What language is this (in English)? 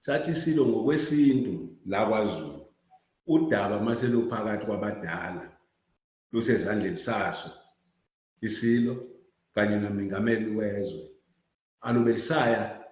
Zulu